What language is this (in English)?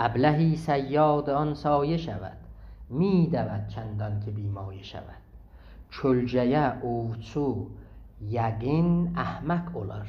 South Azerbaijani